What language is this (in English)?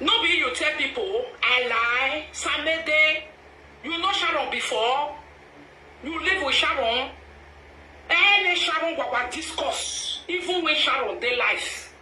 Nigerian Pidgin